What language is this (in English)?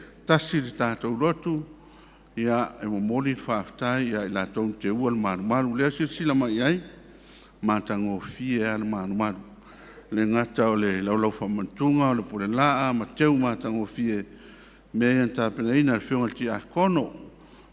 Samoan